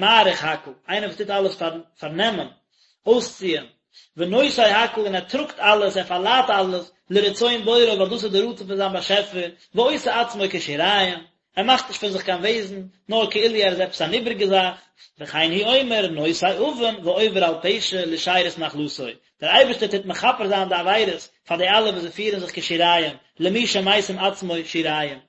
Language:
Yiddish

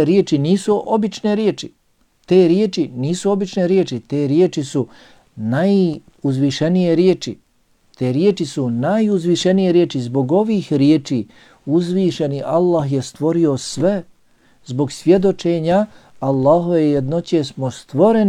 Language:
Bosnian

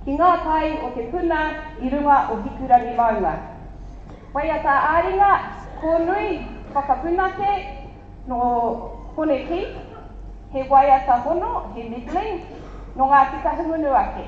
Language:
Māori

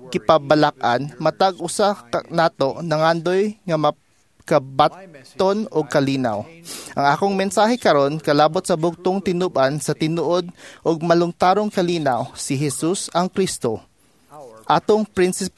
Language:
Cebuano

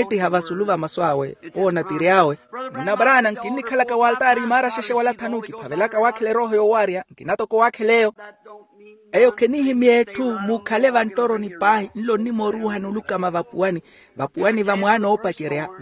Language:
Makhuwa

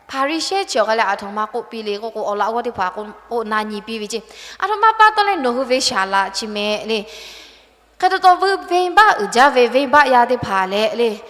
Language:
Lahu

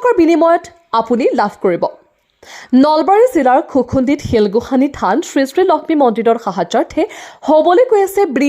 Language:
Assamese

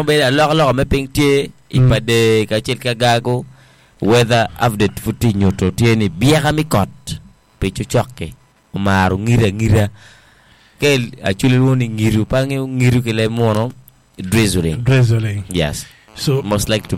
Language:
Acoli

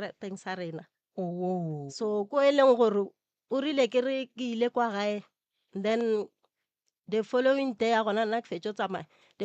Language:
Northern Sotho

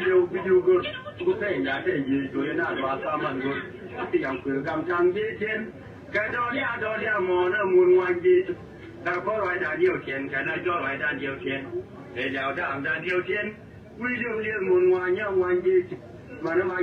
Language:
Nuer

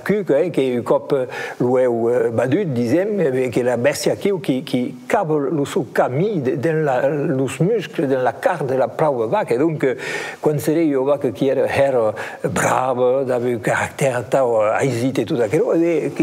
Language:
Occitan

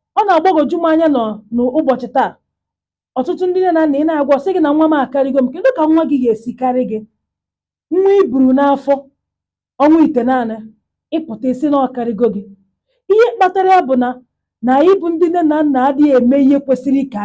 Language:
Igbo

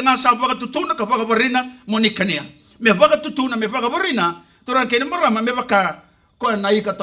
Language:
Fijian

